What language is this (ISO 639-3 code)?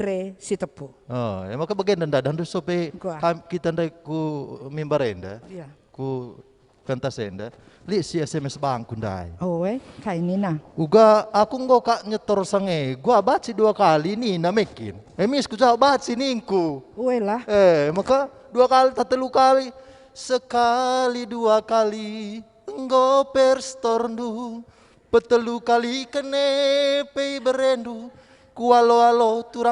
btx